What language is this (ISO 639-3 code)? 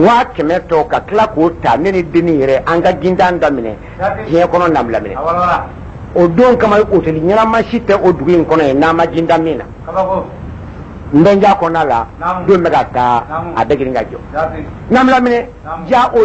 bam